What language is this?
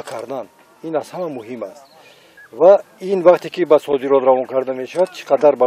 Tajik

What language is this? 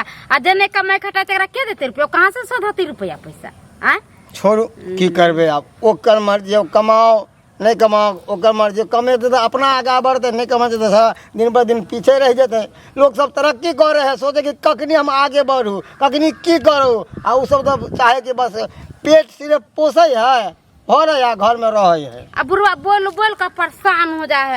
Maithili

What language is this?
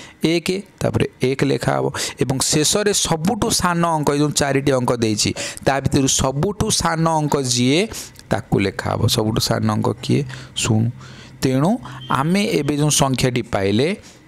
Odia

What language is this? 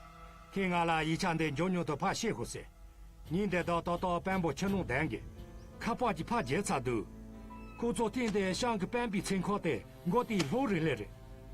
Tibetan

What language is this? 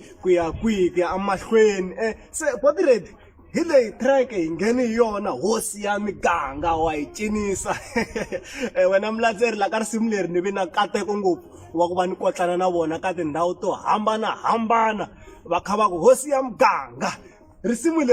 Tsonga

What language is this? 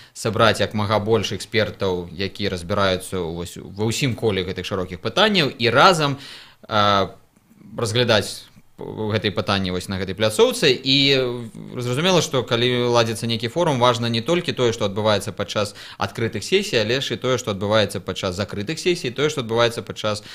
Belarusian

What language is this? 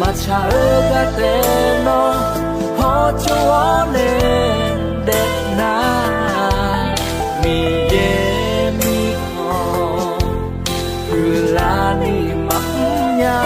Akha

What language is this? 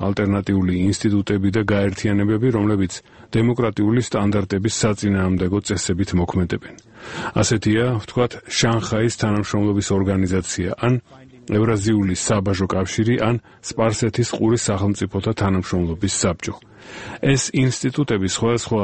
Georgian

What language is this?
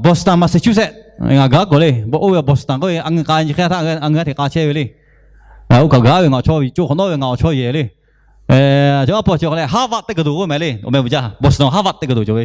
Lahu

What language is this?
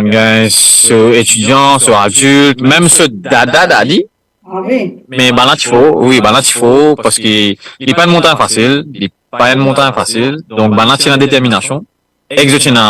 Morisyen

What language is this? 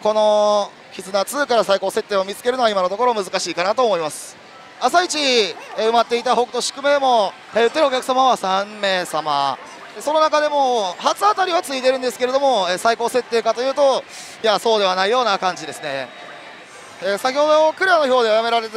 Japanese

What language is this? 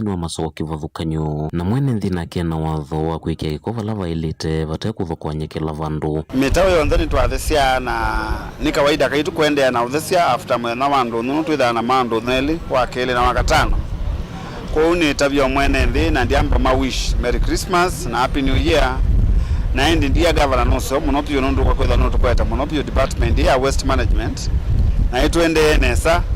Kamba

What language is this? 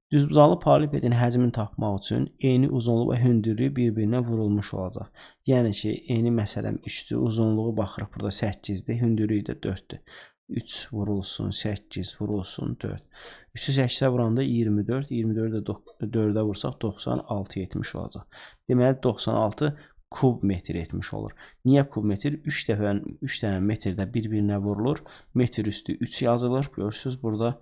Azerbaijani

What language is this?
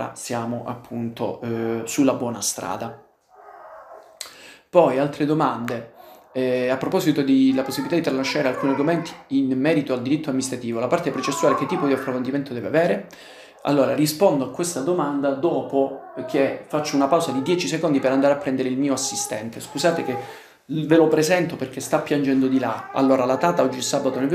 Italian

